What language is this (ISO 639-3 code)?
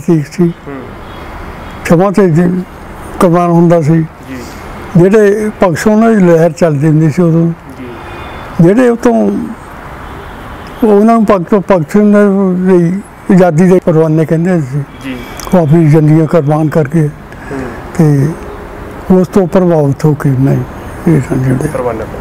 pan